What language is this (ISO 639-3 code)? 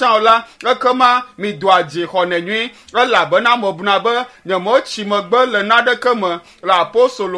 ewe